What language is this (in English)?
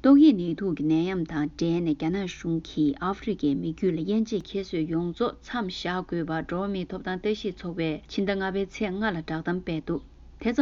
Tibetan